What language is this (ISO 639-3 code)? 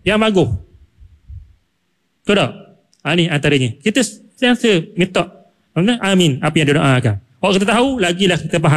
msa